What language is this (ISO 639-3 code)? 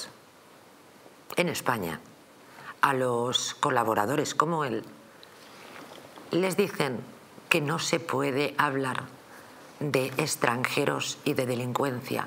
spa